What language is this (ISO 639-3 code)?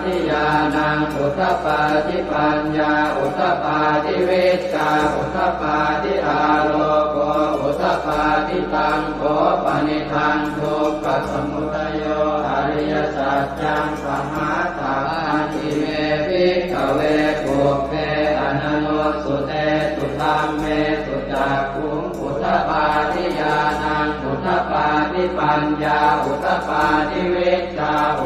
pli